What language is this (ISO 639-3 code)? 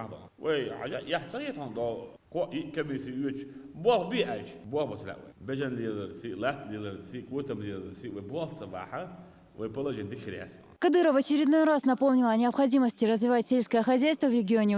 che